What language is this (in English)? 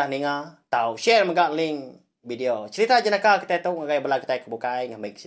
Iban